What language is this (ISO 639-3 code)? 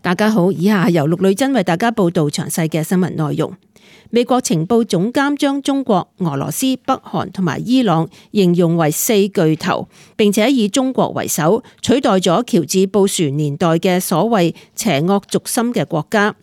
yue